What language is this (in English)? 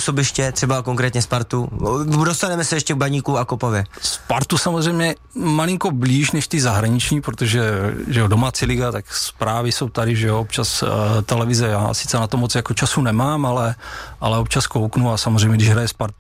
Czech